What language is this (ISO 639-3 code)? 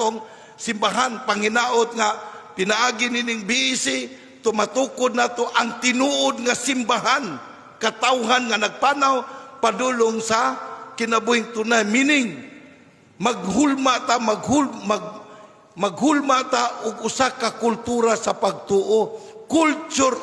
ceb